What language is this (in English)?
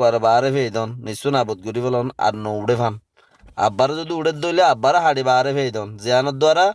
Rohingya